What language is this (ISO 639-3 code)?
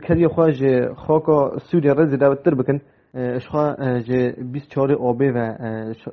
kur